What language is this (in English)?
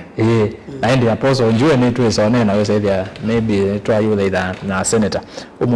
Kamba